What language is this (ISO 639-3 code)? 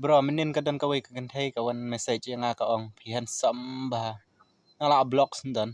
kha